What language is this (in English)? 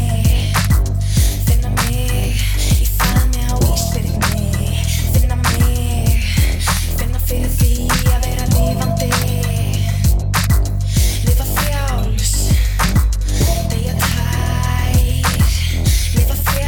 Icelandic